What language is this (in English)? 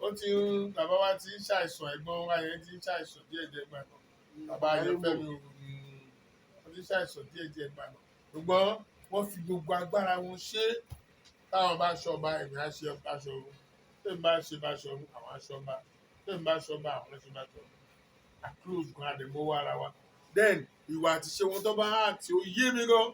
Yoruba